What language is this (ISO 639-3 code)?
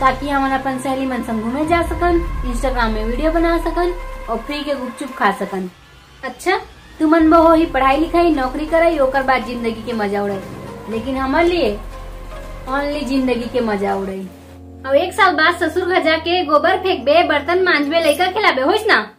hne